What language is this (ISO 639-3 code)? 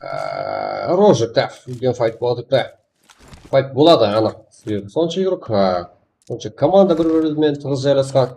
kaa